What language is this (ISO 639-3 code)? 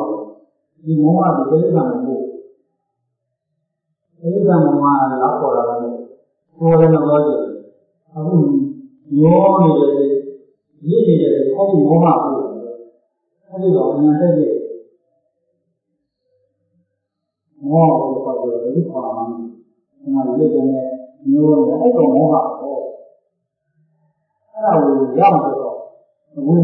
mya